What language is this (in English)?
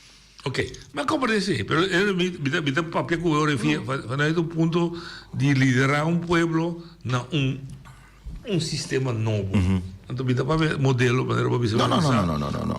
Papiamento